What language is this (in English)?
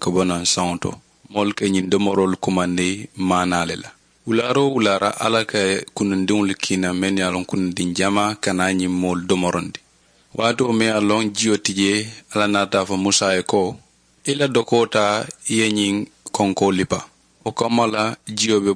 Mandingo